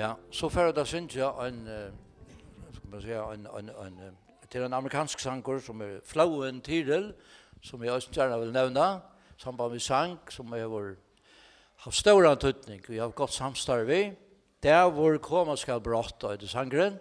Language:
Faroese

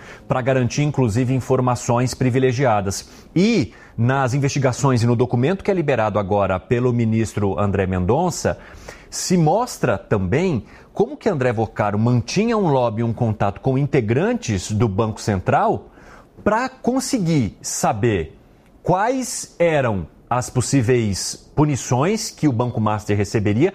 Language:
Portuguese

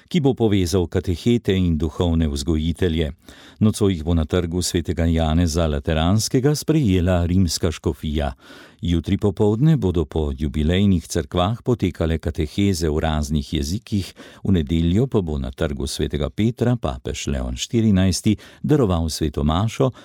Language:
Slovenian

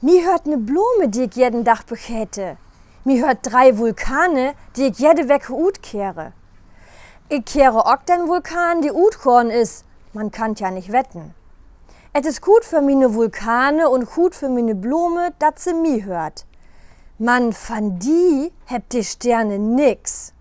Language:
Low German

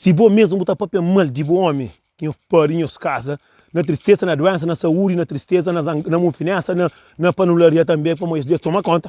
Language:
Kabuverdianu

